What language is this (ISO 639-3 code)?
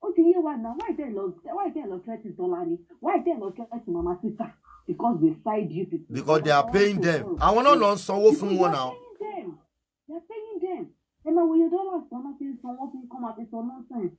yor